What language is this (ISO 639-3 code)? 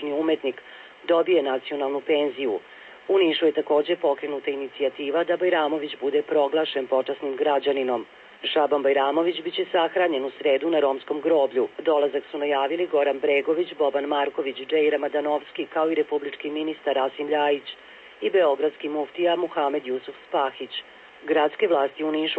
srp